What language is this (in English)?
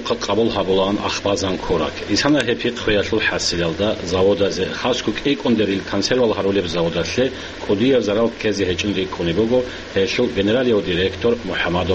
Avaric